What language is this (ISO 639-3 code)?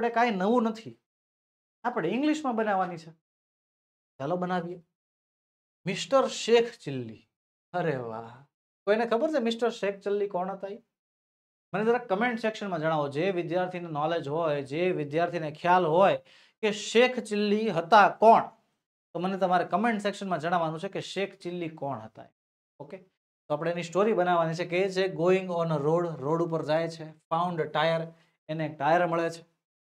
guj